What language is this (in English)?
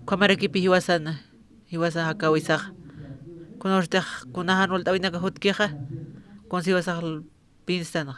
Aymara